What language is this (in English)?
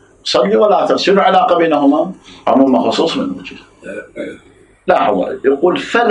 Arabic